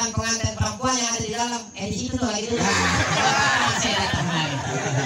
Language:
Betawi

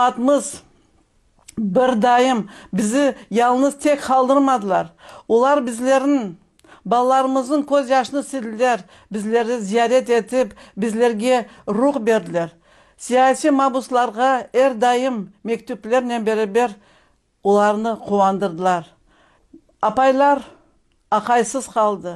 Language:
Crimean Tatar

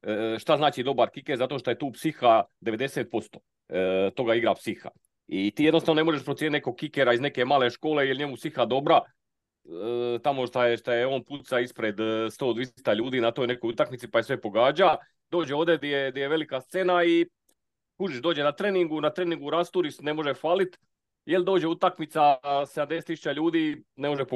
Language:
Croatian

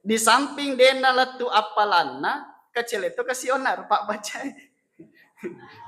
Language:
Buginese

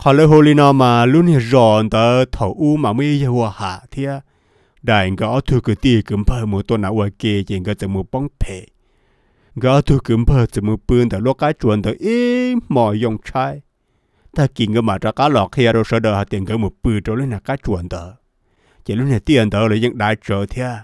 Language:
Hmong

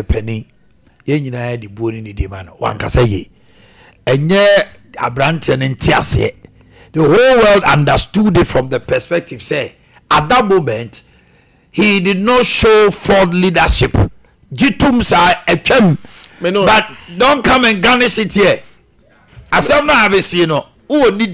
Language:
Akan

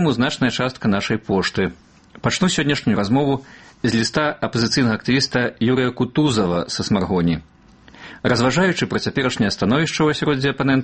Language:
Belarusian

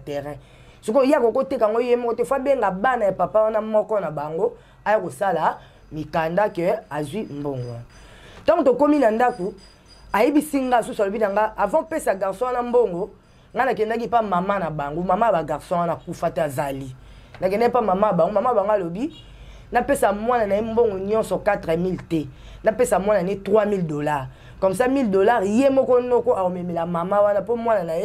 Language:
Lingala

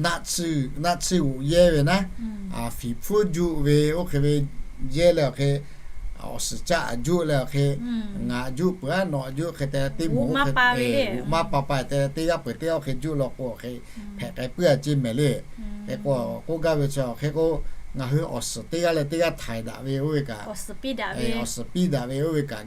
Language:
Lahu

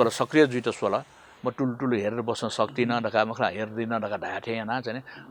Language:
Newari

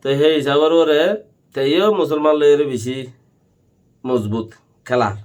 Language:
Rohingya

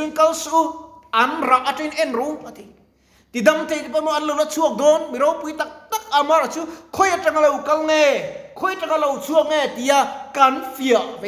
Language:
Mizo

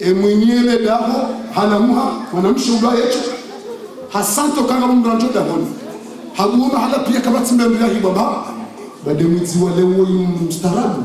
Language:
Ngazidja Comorian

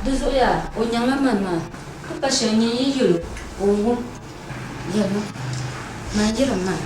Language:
Dagbani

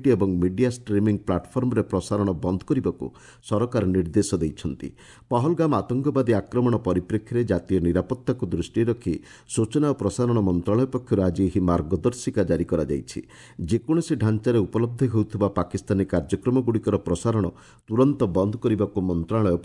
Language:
Odia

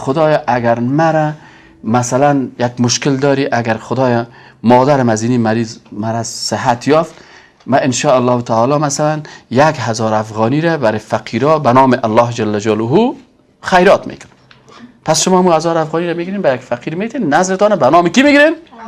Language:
Persian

